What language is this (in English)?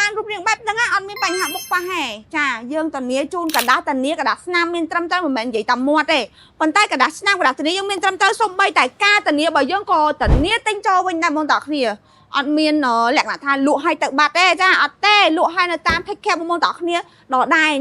Khmer